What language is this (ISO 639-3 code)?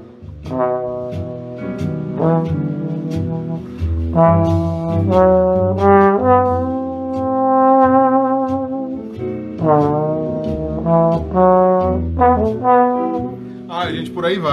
por